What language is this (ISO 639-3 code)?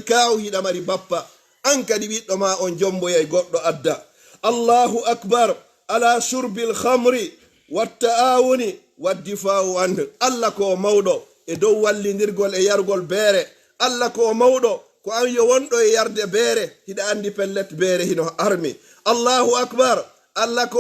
ful